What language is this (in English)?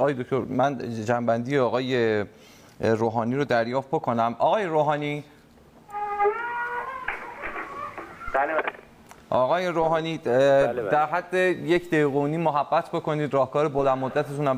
Persian